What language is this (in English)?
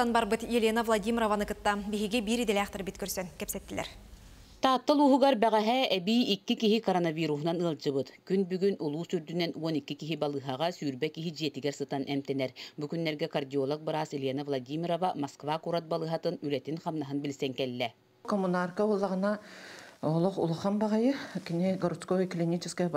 Yakut